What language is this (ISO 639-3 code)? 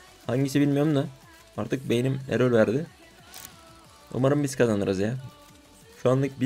tur